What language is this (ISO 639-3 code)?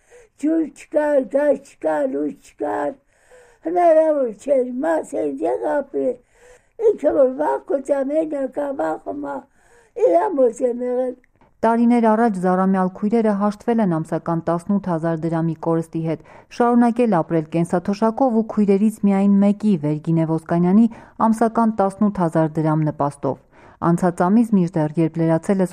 hye